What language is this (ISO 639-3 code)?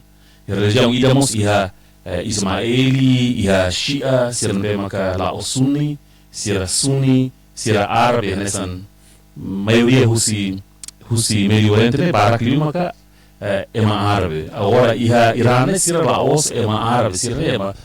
tet